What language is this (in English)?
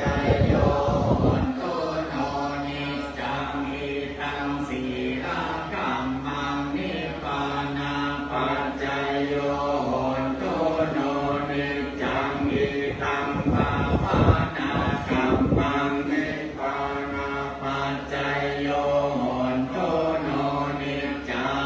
Pali